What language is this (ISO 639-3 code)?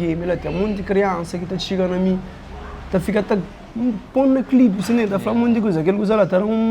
kea